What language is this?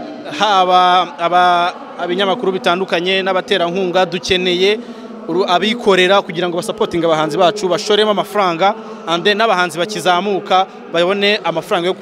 Kinyarwanda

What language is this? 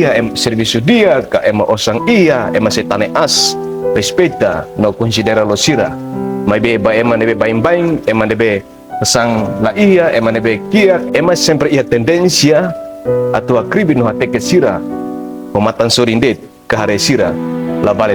Tetum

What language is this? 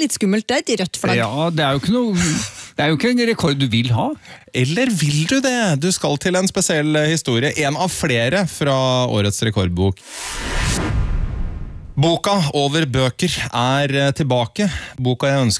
Norwegian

